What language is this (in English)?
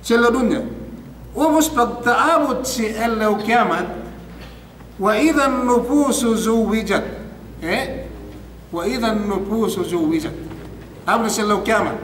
Yakan